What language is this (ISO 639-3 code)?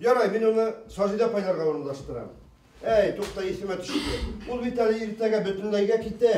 bak